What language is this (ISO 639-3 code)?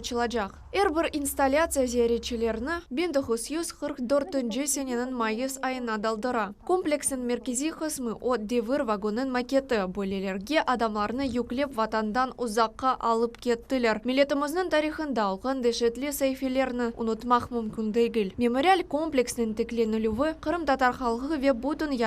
crh